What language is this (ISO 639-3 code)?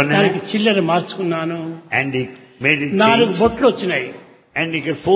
tel